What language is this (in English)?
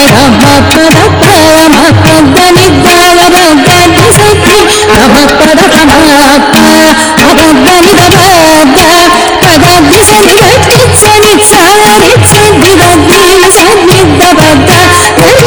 Telugu